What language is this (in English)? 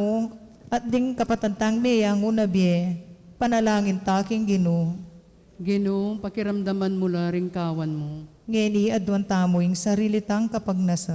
Pampanga